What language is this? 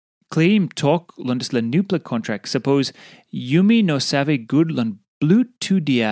Tok Pisin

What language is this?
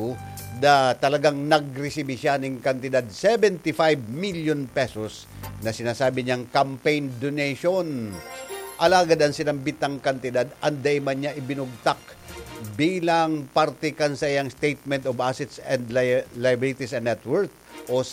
Bikol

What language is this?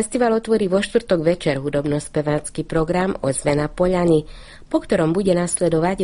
Slovak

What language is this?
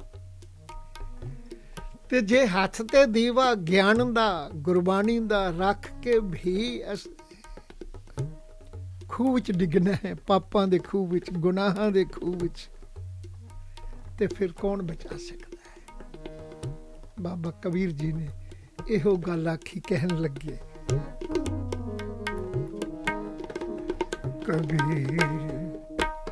Punjabi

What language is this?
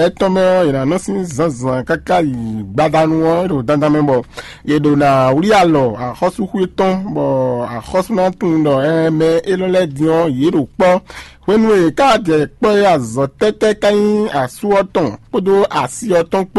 Fon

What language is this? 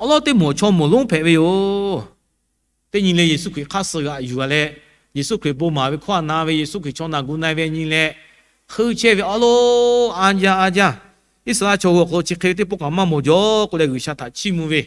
Lahu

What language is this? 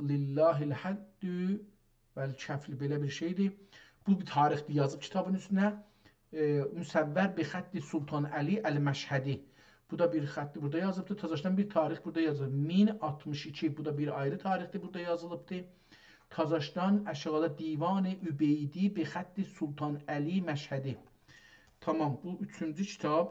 South Azerbaijani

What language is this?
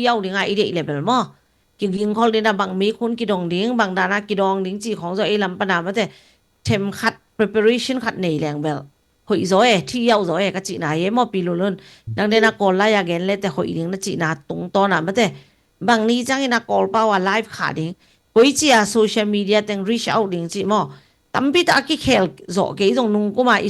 Tedim Chin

